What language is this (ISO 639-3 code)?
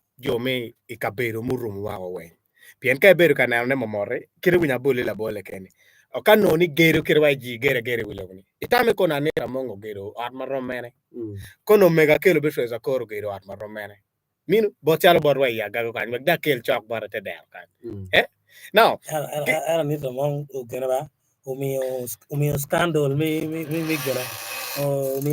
ach